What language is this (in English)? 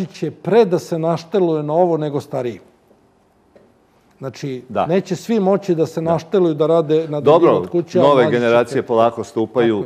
Serbian